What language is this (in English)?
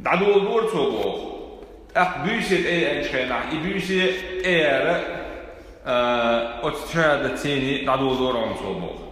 Chechen